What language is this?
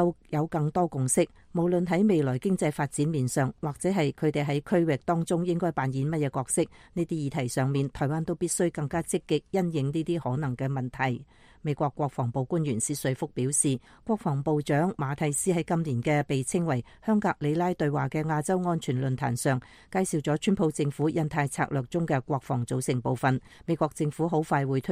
Cantonese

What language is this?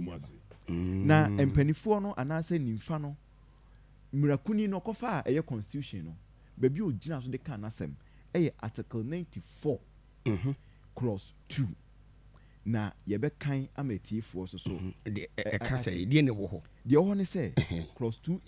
Akan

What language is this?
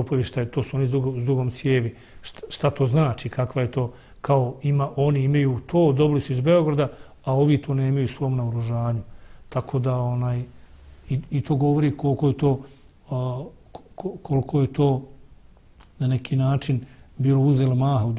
Bosnian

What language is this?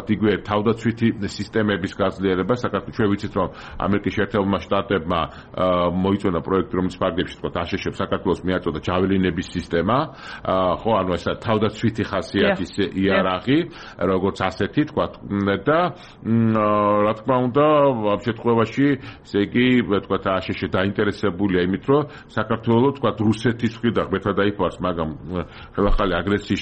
Georgian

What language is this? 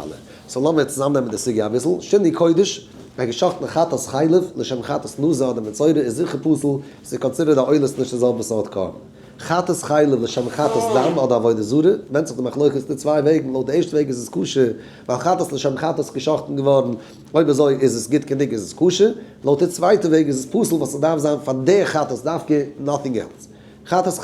Yiddish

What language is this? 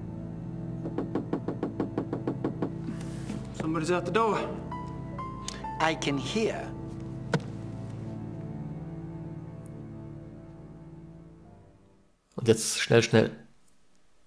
German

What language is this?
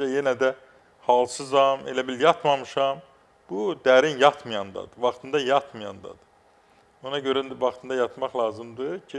Azerbaijani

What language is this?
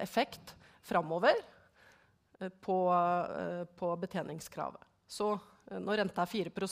Norwegian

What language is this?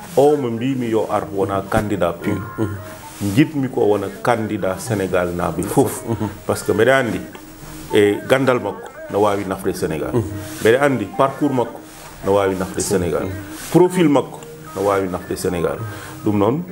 Fula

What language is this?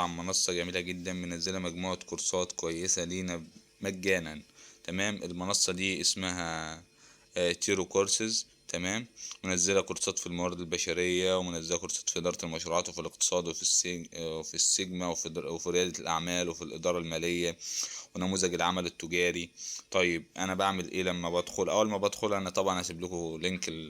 Egyptian Arabic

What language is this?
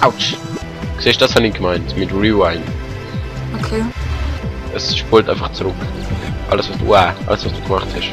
Swiss German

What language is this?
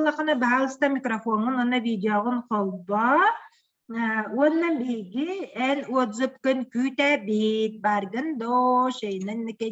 Yakut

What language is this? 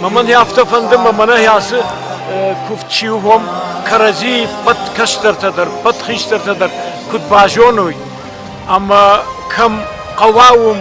Ossetic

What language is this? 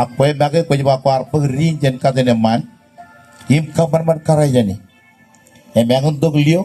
Marshallese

